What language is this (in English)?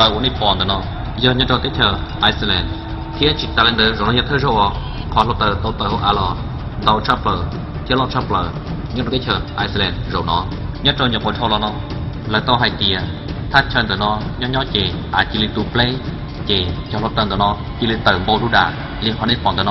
Hmong